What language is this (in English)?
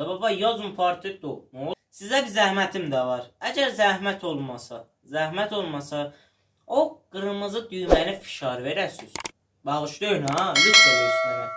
South Azerbaijani